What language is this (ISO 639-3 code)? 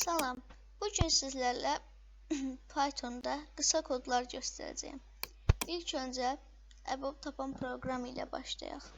aze